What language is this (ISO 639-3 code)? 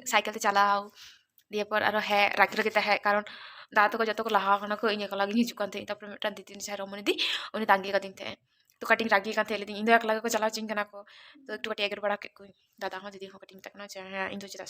sat